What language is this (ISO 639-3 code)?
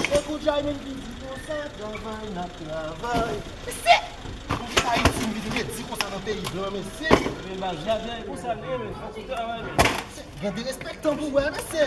hat